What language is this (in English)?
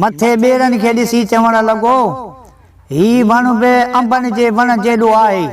Sindhi